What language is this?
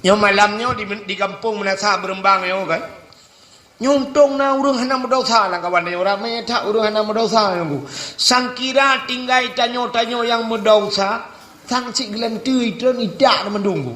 Achinese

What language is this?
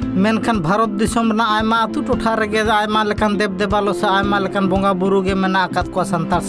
Santali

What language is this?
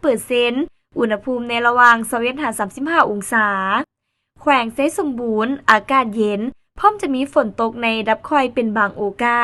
Lao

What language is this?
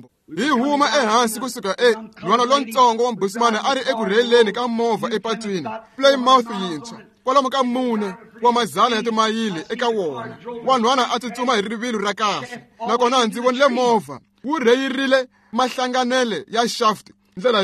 Tsonga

